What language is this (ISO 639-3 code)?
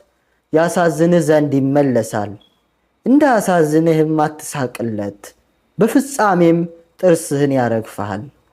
amh